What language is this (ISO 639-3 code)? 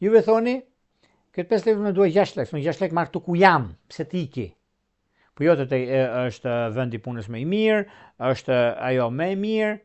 sqi